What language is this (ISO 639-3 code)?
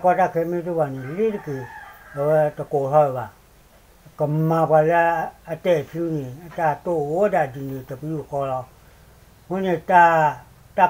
ksw